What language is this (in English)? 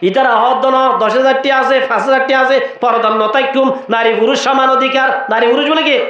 Rohingya